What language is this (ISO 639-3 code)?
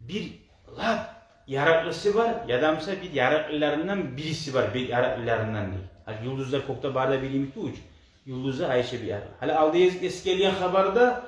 kum